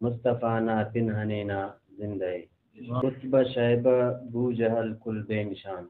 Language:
Brahui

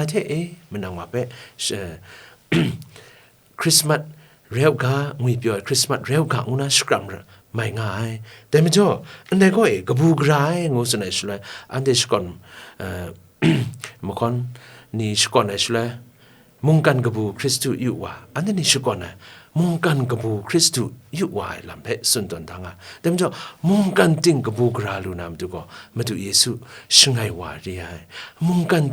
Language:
Kachin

